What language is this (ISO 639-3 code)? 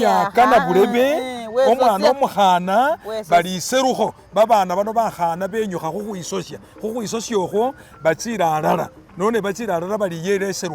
myx